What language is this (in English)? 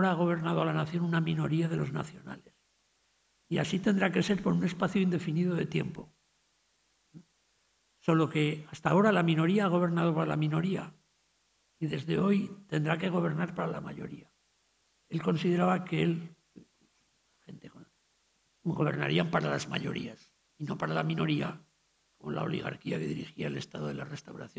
Spanish